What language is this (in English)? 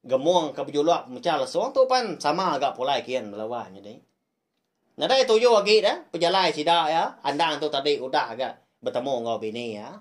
Iban